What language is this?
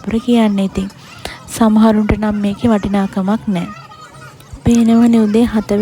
Sinhala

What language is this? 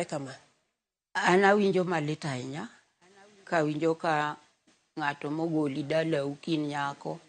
Luo (Kenya and Tanzania)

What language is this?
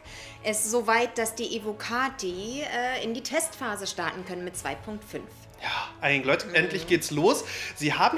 German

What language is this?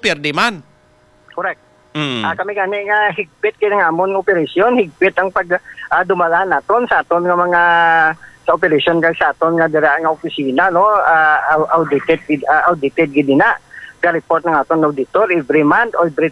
Hiligaynon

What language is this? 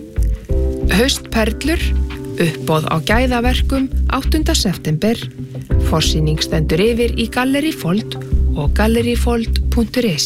Icelandic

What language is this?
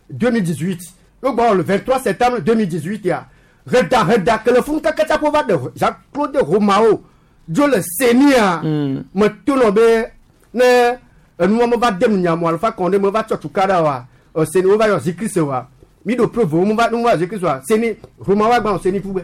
Gen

